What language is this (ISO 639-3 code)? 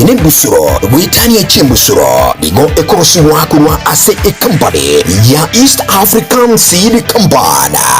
guz